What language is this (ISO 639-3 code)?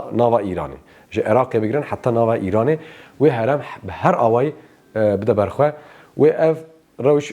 kur